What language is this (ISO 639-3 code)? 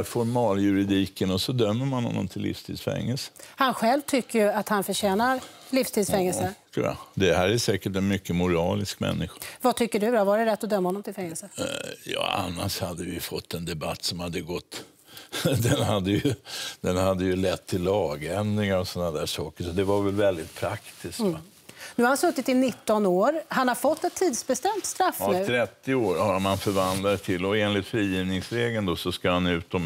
swe